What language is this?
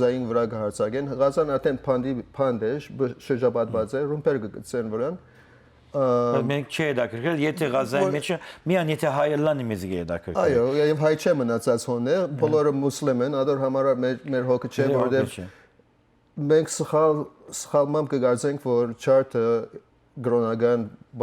Western Armenian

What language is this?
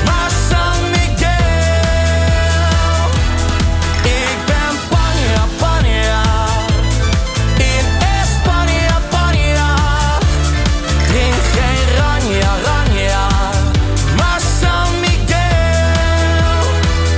Dutch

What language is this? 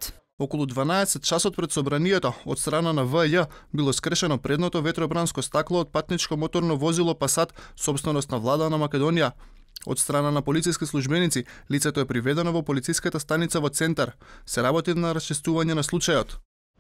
Macedonian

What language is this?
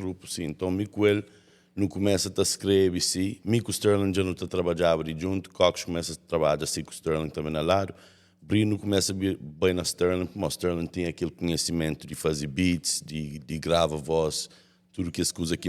Kabuverdianu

